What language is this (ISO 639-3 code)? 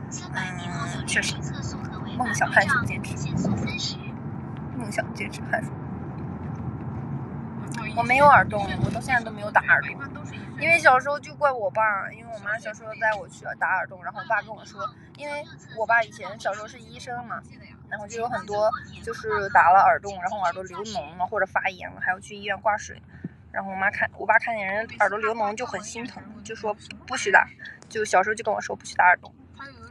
zho